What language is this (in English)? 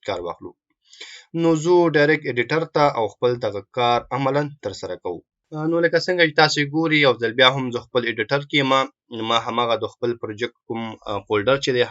Pashto